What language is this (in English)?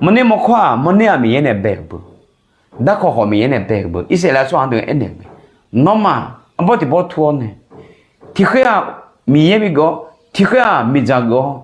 Akha